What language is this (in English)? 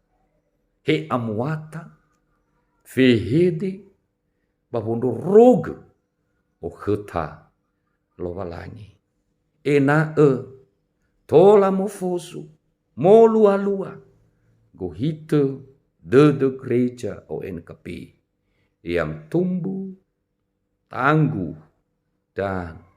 Nias